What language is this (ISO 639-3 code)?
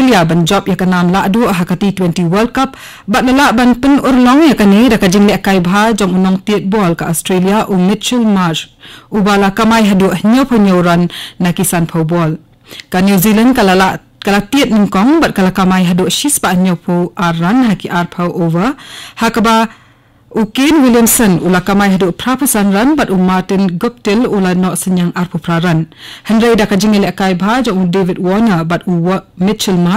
kha